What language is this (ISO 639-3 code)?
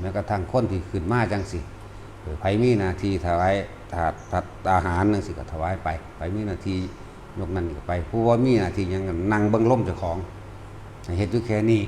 tts